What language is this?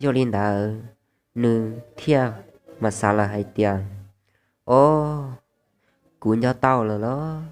Hmong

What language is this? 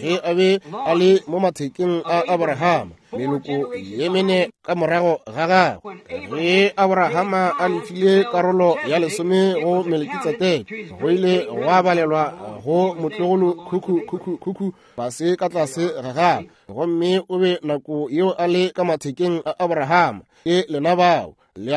Northern Sotho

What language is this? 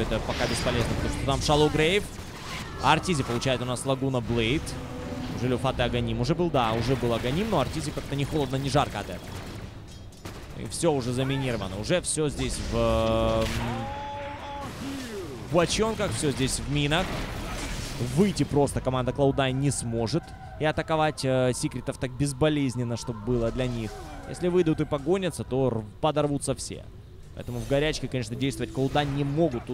Russian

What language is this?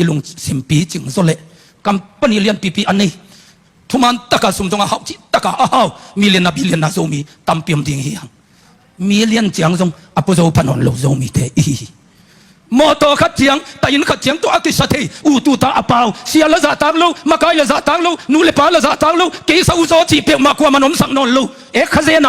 Tedim Chin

